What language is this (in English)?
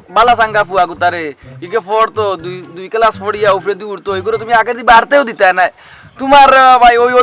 Sylheti